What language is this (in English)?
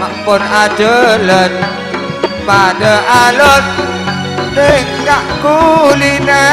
Madurese